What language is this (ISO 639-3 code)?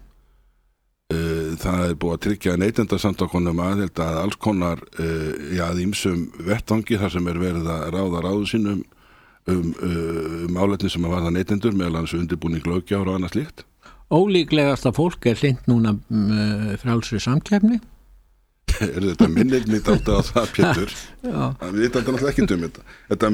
isl